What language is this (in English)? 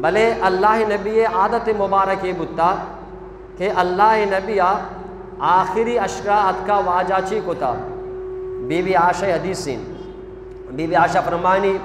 Eastern Balochi